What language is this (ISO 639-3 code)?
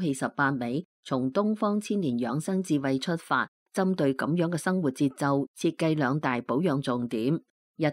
yue